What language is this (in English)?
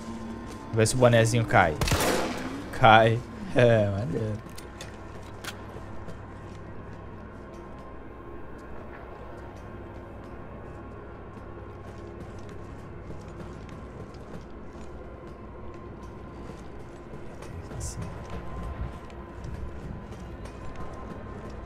Portuguese